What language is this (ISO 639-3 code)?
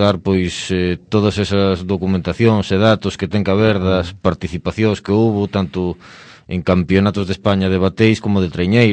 glg